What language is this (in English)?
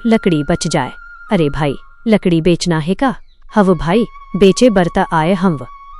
Chhattisgarhi